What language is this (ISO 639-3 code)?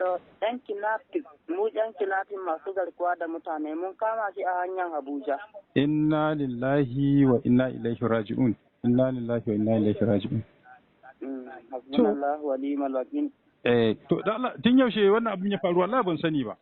hau